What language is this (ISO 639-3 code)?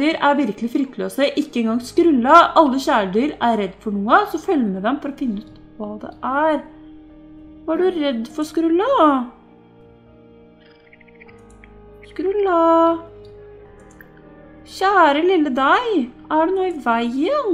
nor